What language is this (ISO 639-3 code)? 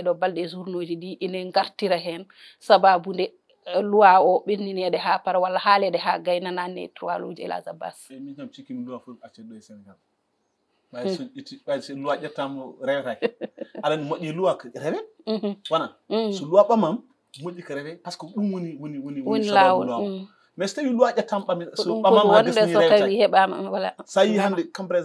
ful